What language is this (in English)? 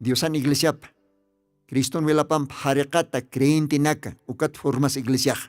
Aymara